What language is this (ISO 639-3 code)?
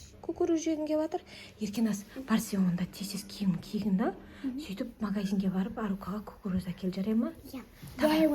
kaz